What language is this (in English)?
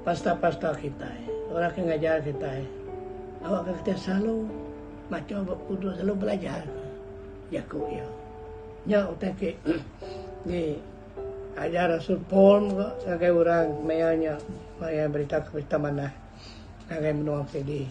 Iban